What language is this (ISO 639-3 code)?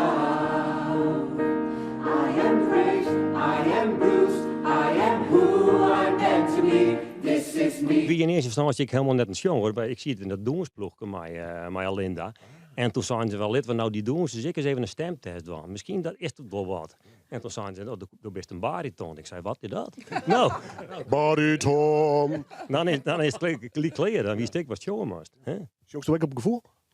fry